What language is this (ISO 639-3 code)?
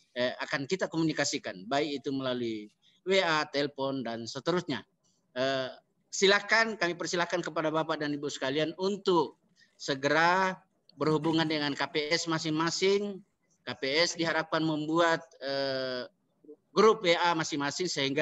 ind